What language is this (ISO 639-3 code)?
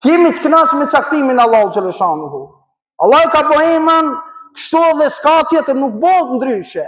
sqi